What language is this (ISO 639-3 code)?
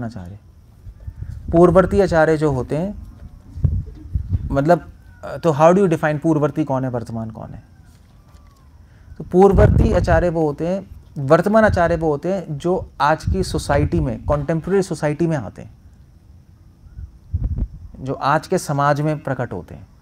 hin